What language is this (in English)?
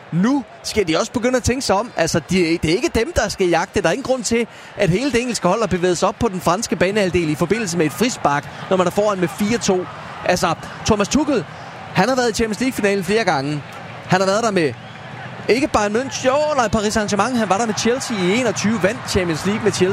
Danish